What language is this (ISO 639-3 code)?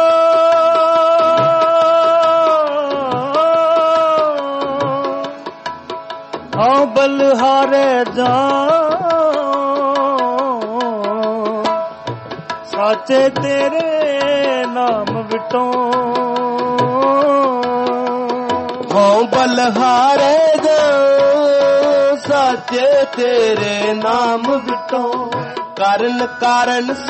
pan